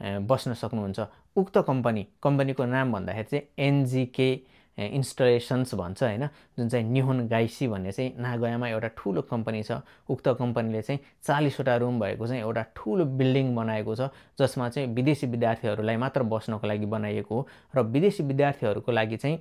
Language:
Nepali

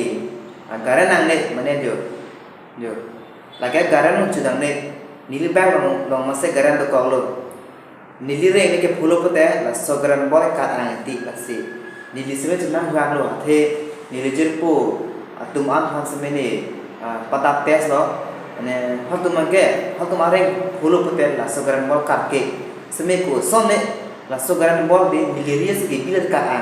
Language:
Karbi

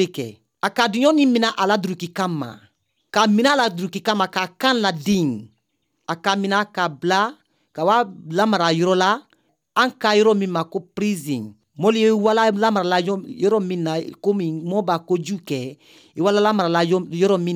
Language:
Bambara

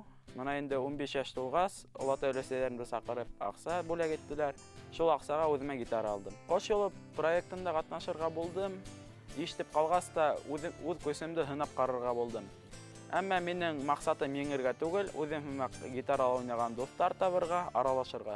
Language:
Bashkir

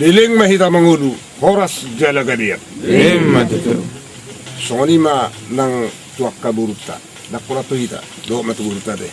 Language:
Batak Toba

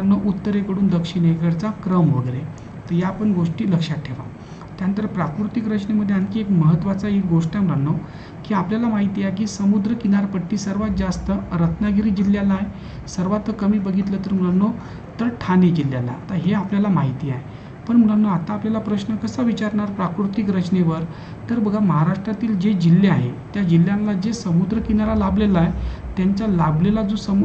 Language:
Marathi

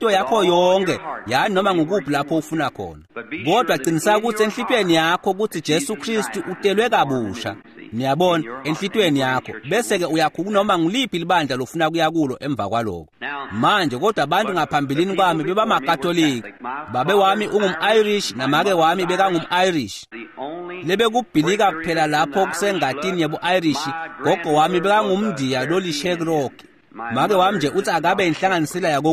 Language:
Swati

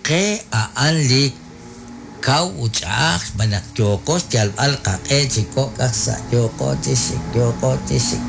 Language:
Kekchí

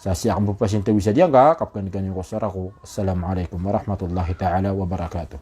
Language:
Maranao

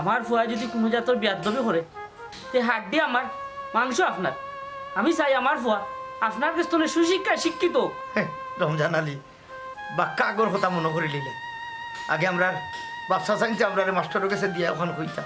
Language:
Sylheti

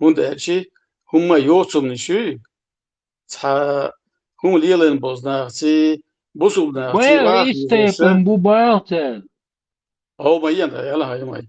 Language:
Chechen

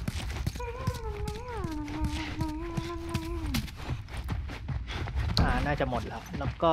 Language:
Thai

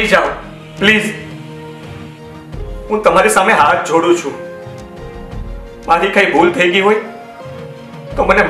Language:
Gujarati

